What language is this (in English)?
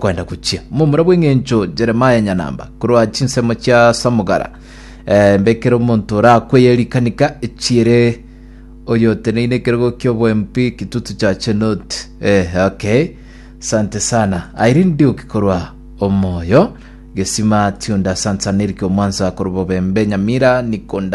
Gusii